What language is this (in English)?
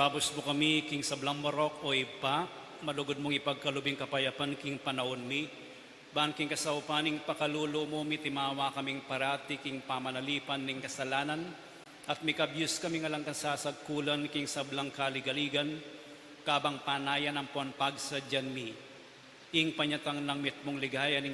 Pampanga